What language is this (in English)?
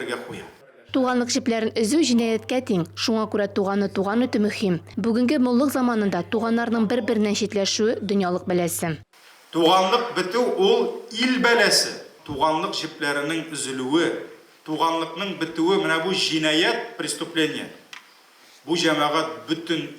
Tatar